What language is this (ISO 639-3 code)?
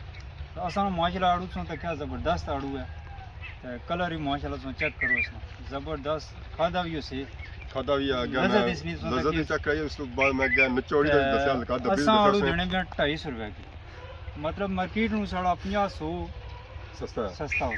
phr